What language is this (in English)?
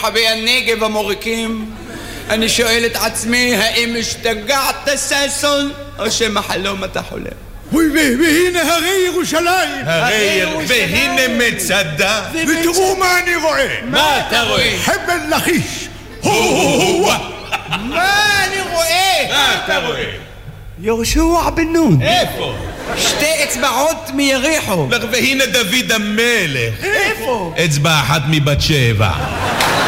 Hebrew